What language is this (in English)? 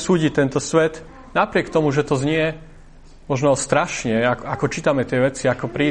Slovak